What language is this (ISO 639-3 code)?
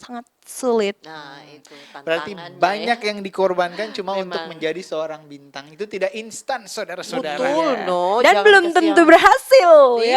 xmm